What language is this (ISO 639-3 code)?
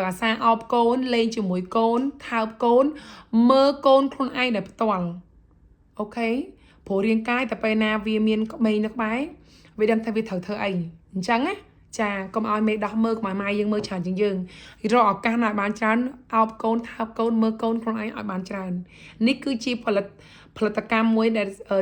khm